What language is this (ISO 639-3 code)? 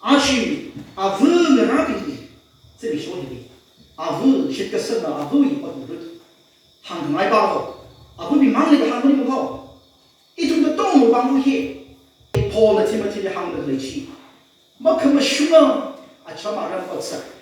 nmf